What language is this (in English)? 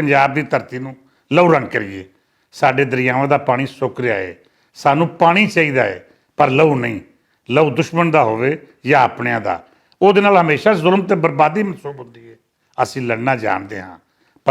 Western Panjabi